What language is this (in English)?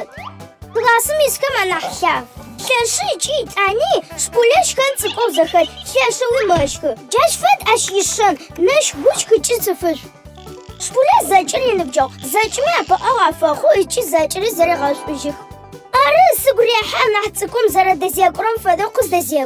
Adyghe